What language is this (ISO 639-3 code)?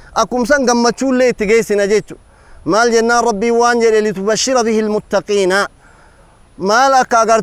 orm